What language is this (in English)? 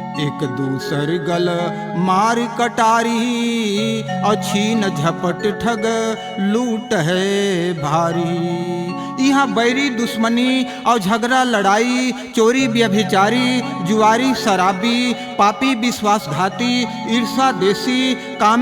Chhattisgarhi